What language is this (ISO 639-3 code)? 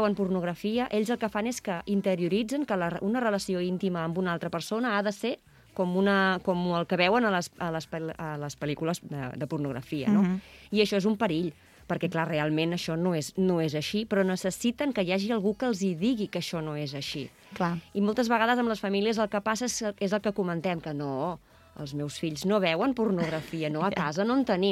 cat